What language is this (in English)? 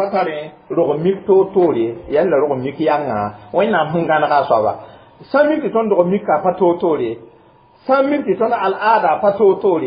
Mossi